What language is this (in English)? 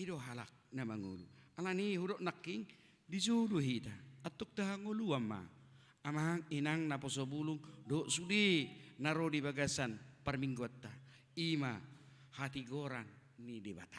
Batak Toba